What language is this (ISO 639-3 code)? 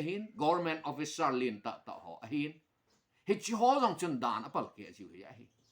tcz